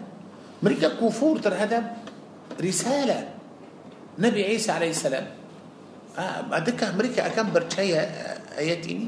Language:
Malay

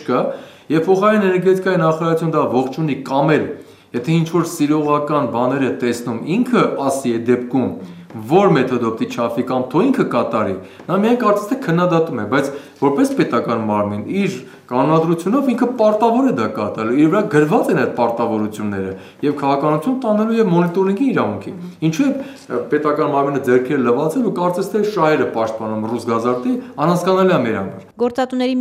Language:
Armenian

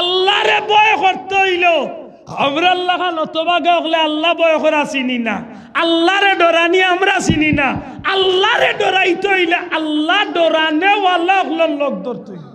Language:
Sylheti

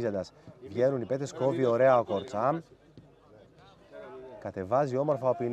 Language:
Greek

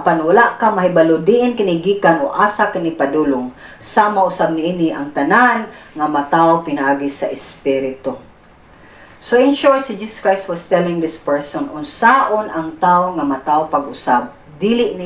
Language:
Cebuano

